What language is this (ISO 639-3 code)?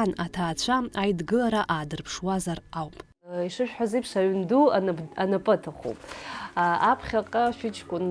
abk